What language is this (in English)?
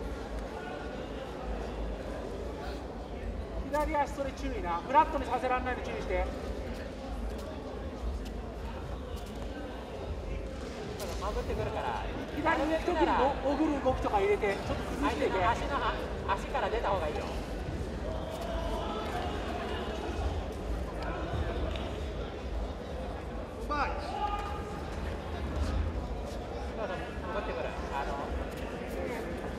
Japanese